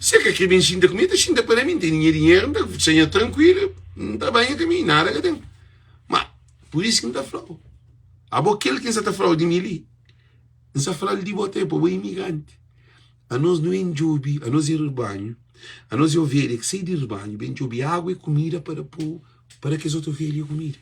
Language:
Kabuverdianu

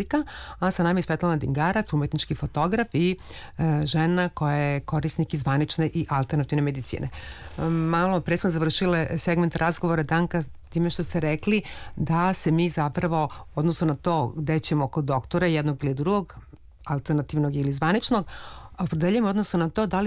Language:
Serbian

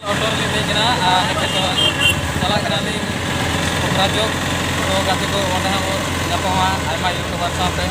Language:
Santali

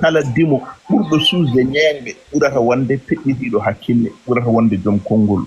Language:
Fula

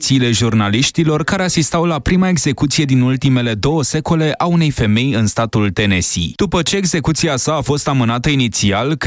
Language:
Romanian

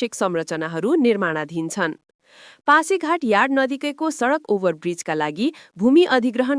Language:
Nepali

